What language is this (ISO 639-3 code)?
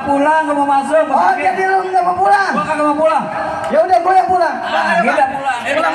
bew